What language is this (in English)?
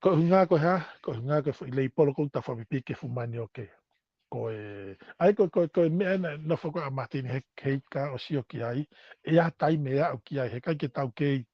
Tongan